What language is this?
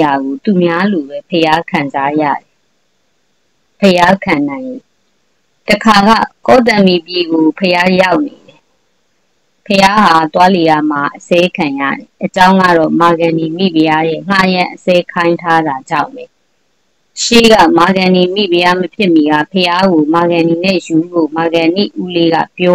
Burmese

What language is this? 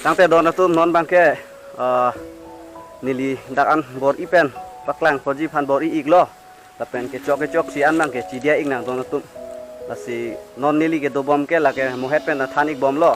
Karbi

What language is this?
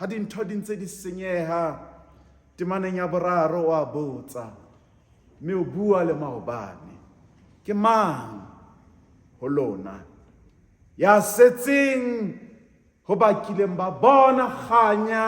Southern Sotho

